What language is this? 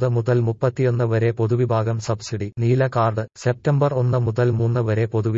Malayalam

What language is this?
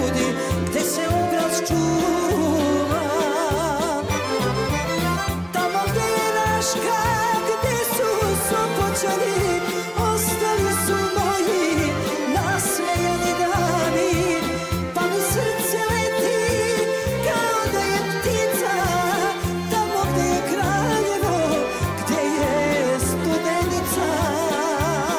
Serbian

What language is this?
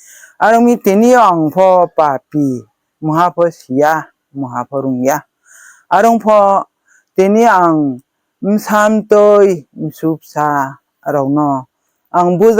Riang (India)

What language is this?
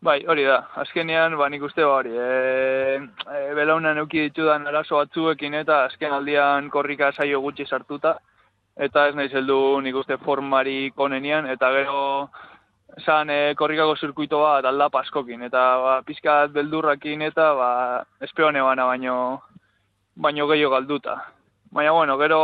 Basque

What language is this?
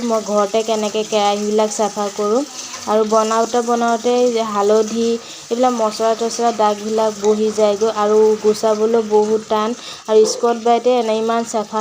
Assamese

